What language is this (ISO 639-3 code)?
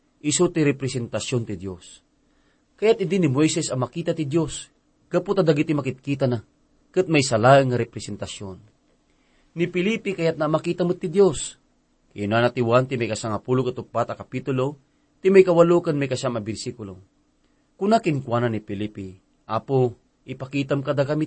ilo